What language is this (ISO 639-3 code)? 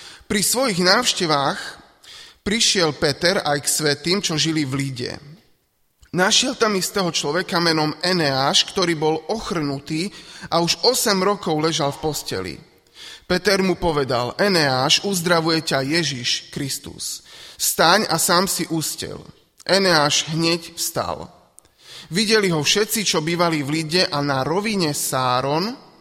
slk